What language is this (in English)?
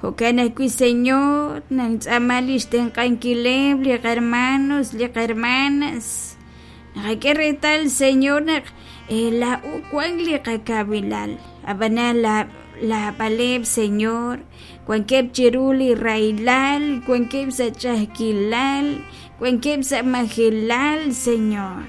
Kekchí